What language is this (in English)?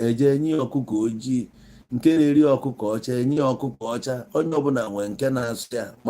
Igbo